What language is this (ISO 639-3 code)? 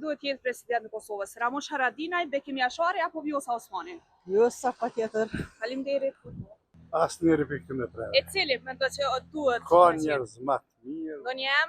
sqi